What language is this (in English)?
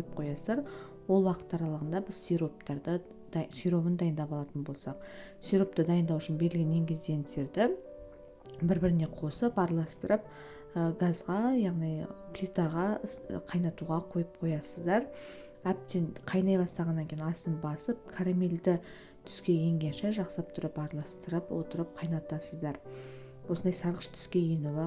Kazakh